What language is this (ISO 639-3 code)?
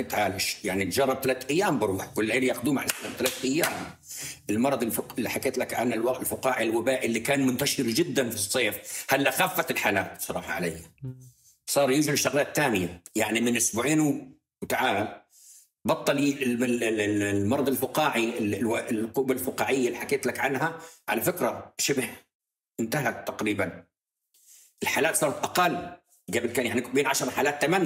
apc